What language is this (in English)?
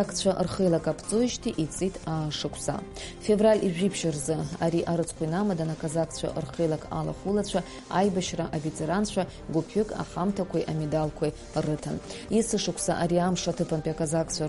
Abkhazian